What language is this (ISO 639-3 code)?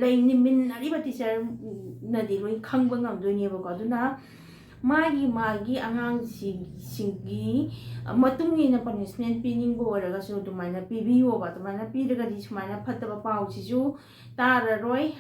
mni